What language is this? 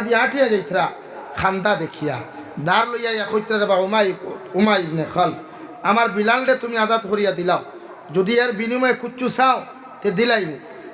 Sylheti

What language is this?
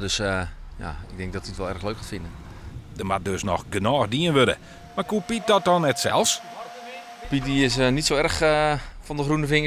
Western Frisian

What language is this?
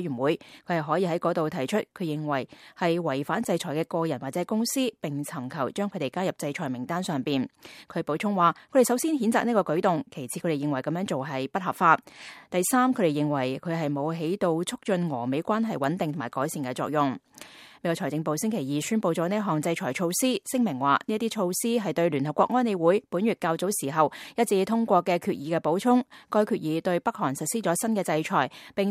Cantonese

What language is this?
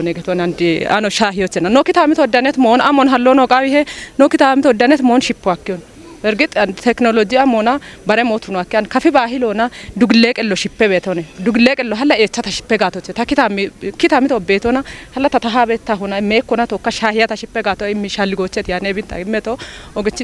Kafa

